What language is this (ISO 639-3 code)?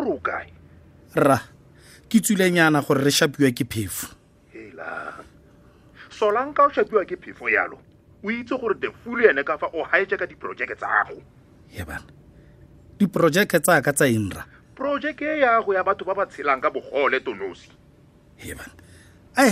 tsn